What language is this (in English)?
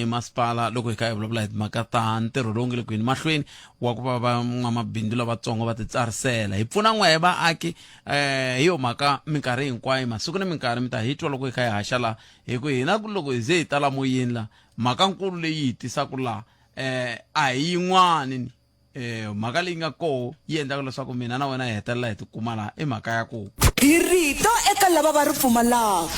Tsonga